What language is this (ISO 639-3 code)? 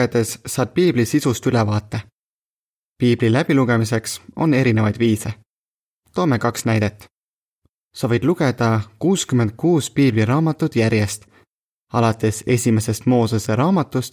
est